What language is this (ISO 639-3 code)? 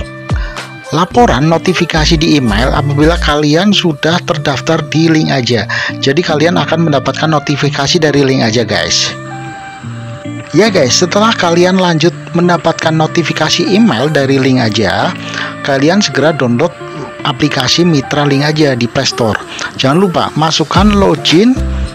ind